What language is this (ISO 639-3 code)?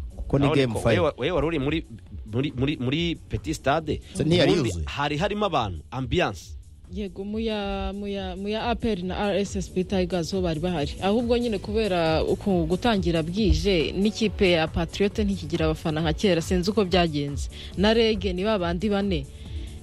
kin